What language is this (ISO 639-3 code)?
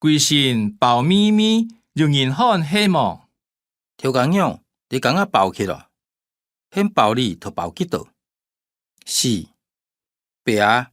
hak